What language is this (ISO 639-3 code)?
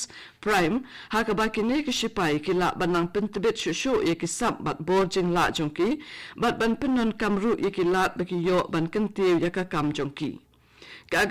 kha